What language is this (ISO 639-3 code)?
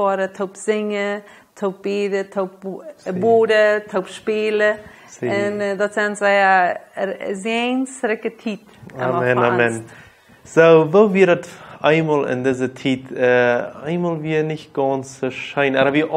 pdt